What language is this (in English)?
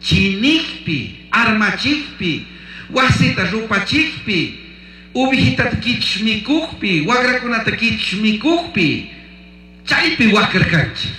Chimborazo Highland Quichua